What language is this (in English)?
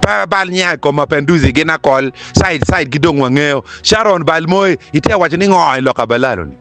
Acoli